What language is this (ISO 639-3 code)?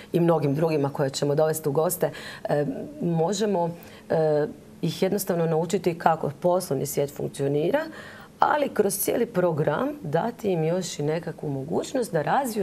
hrv